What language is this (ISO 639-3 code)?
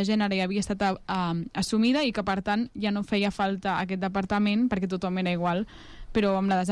cat